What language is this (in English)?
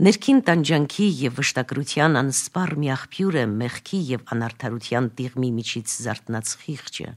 Armenian